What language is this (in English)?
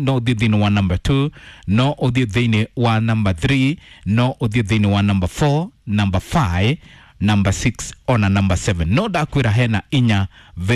Kikuyu